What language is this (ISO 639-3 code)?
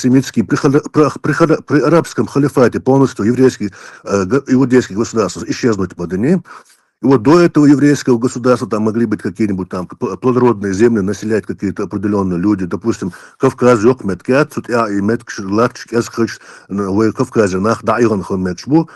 che